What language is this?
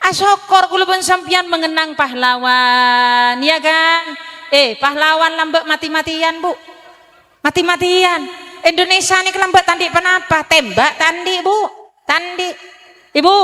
Madurese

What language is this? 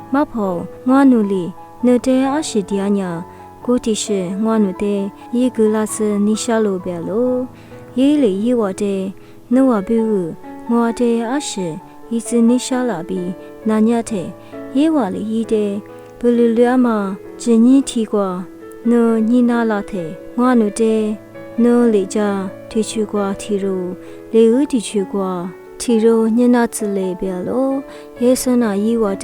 Lisu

